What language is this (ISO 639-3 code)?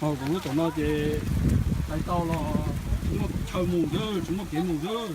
hmn